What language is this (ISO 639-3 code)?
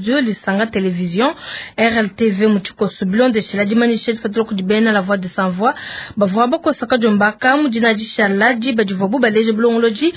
lua